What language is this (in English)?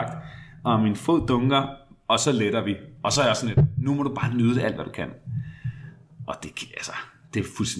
Danish